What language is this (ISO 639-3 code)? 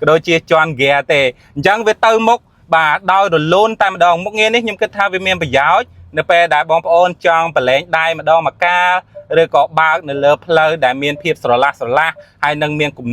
khm